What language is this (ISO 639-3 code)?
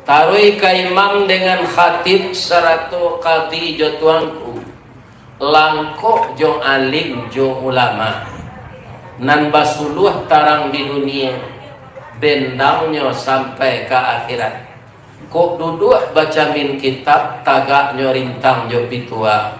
min